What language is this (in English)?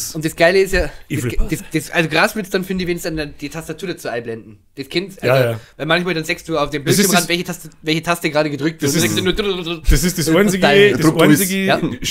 Bavarian